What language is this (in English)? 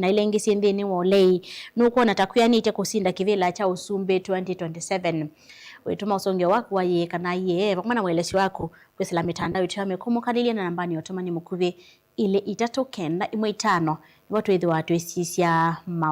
Kamba